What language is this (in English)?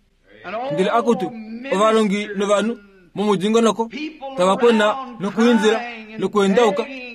Kuanyama